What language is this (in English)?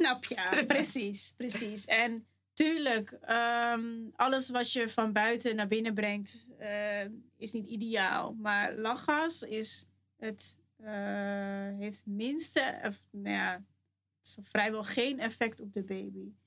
Dutch